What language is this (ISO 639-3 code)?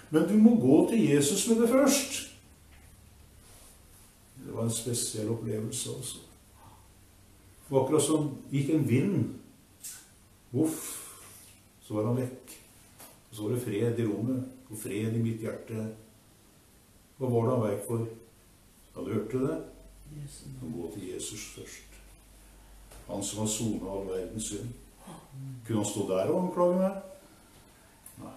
nor